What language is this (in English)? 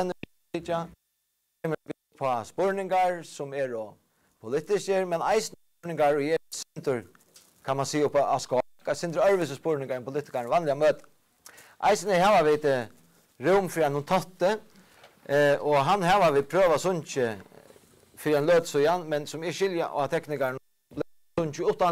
Faroese